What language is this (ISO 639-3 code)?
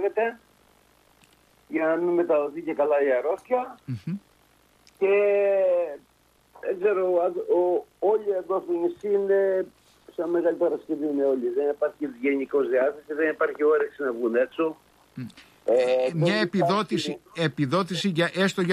ell